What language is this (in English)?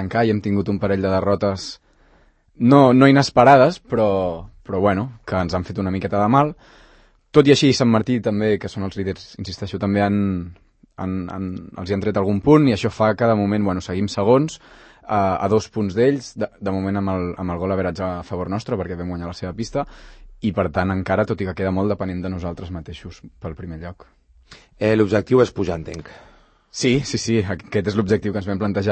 Catalan